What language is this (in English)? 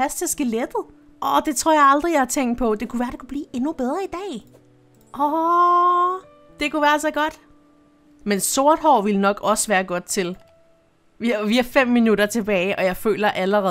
Danish